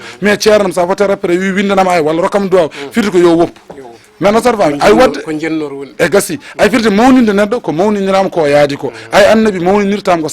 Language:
Fula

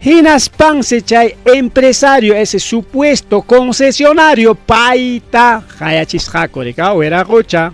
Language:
Ayacucho Quechua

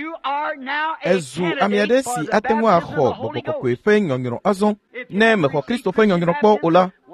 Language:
Ewe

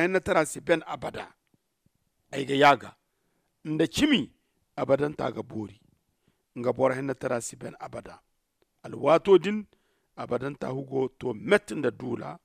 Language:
Zarma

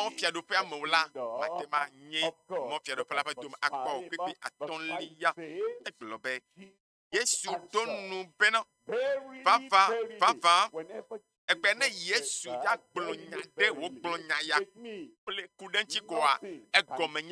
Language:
Ewe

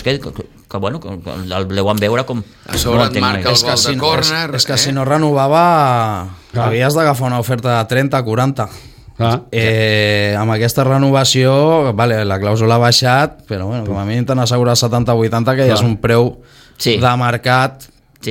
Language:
Catalan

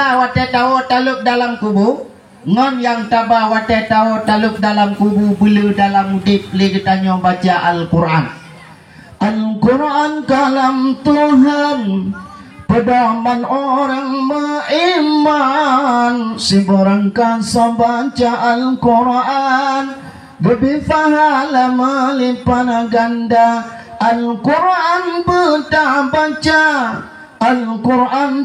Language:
Achinese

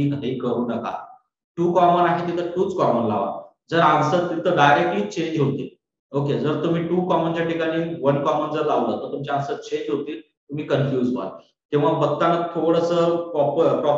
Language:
Marathi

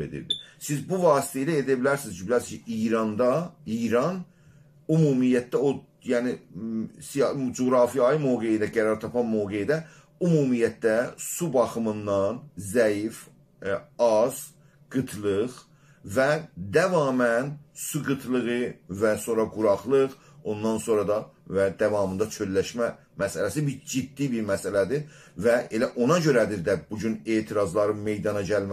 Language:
South Azerbaijani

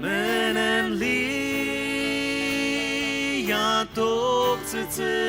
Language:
Ao Naga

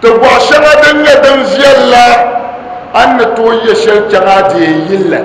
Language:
Dagbani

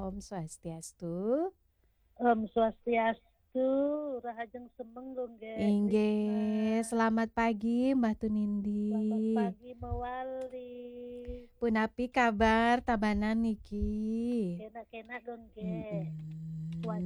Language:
Balinese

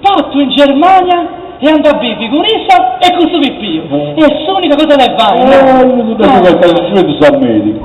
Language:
Sardinian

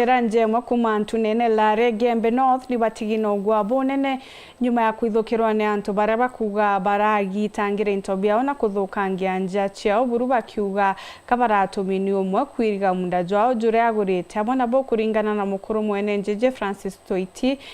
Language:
Meru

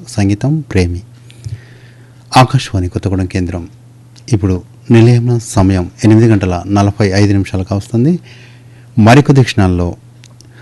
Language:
Telugu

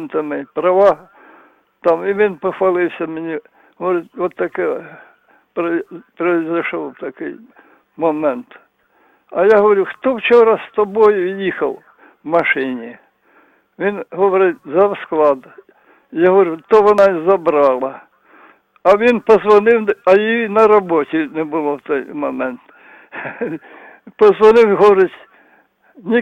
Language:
Ukrainian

